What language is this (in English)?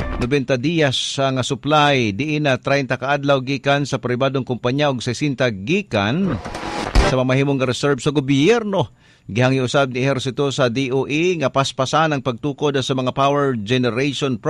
Cebuano